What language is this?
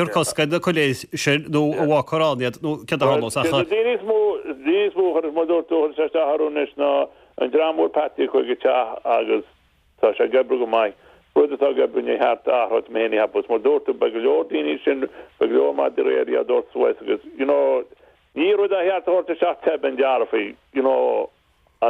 Irish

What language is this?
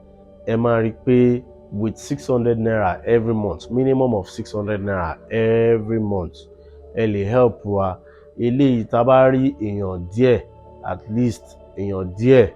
Yoruba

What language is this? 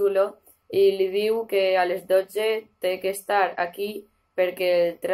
Catalan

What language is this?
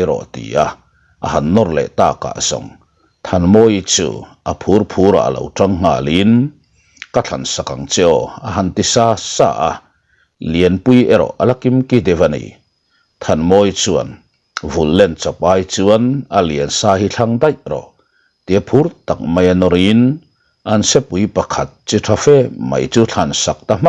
Mizo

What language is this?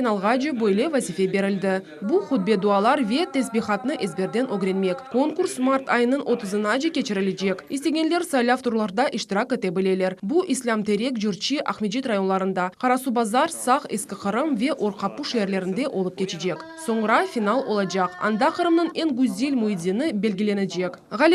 Crimean Tatar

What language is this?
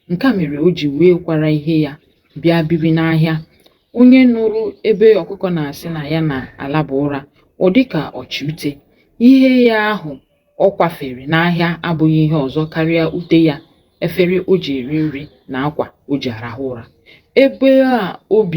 Igbo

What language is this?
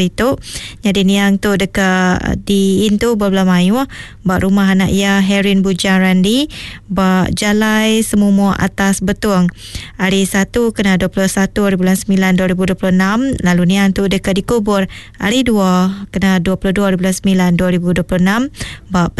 Iban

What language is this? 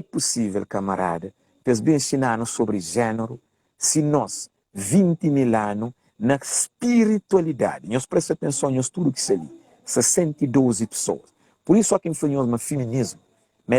Kabuverdianu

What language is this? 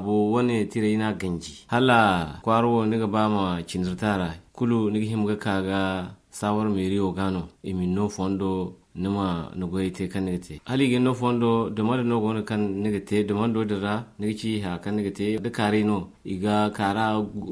Zarma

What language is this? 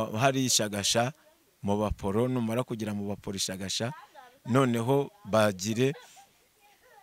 Kinyarwanda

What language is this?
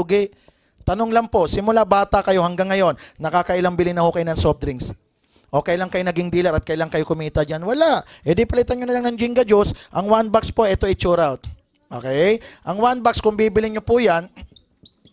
Filipino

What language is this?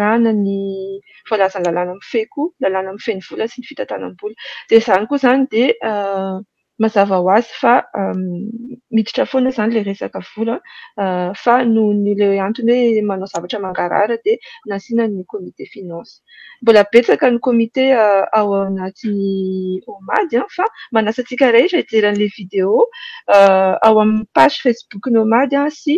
Malagasy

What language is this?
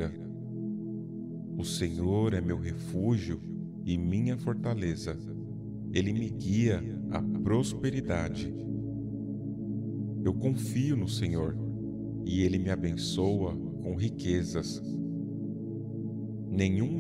Portuguese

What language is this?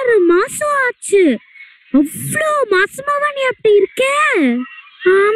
Tamil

